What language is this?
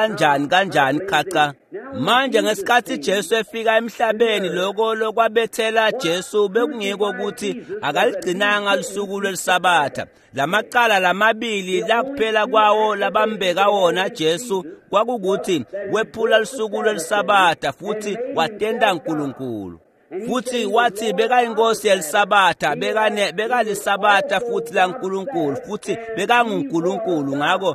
Swati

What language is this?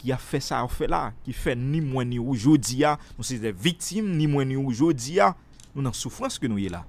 Haitian Creole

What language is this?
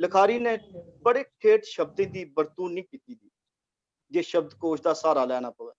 Dogri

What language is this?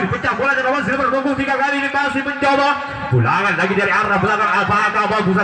Indonesian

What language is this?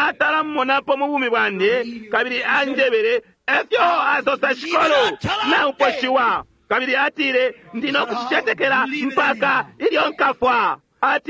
Bemba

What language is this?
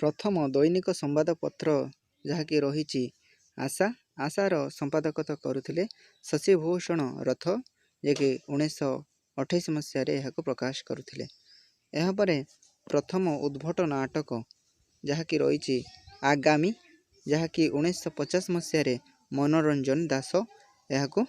Odia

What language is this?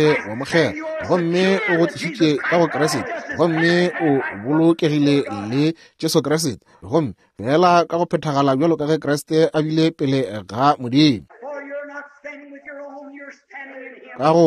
Northern Sotho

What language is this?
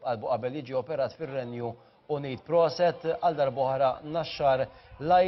Maltese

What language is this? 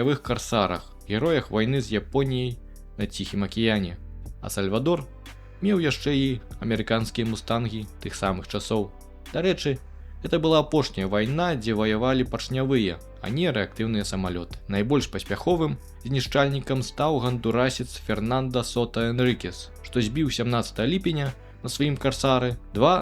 Belarusian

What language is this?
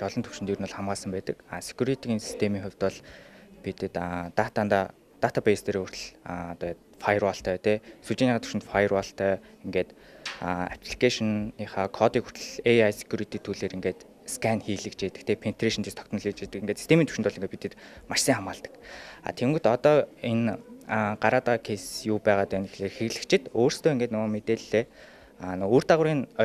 Mongolian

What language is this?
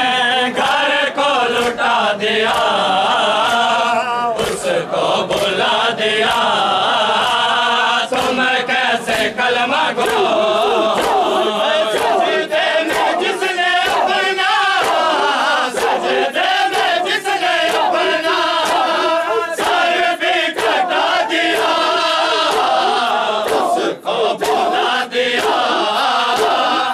Hindi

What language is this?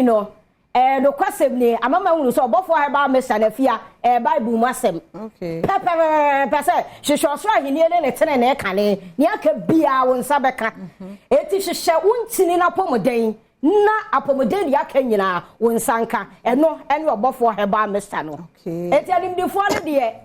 Akan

